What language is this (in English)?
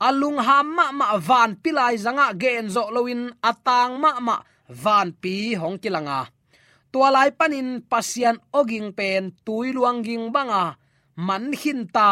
Tedim Chin